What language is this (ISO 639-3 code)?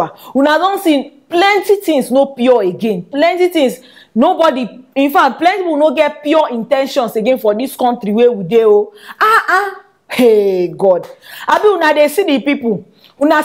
pcm